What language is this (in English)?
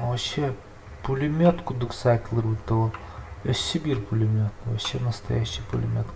Yakut